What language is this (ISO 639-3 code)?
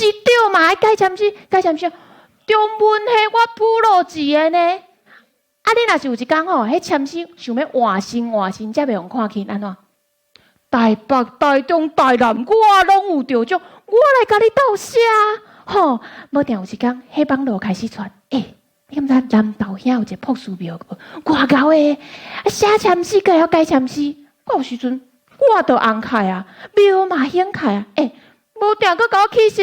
nan